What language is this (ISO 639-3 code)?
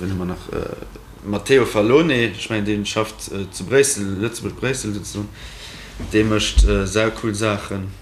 ltz